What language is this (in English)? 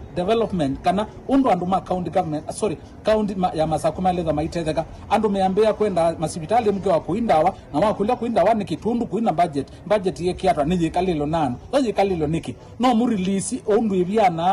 Kamba